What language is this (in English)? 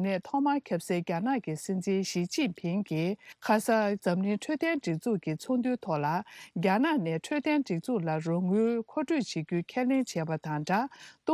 Tibetan